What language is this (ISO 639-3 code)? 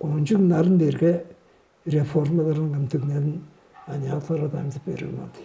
tyv